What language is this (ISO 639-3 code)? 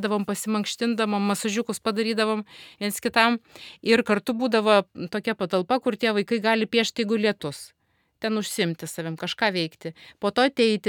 lit